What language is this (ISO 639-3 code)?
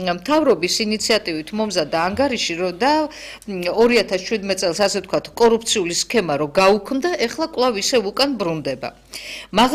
kat